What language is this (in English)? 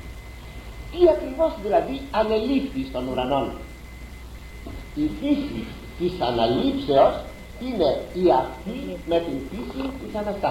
Greek